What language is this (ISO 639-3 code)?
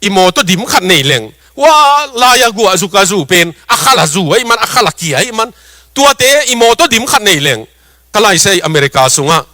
ctd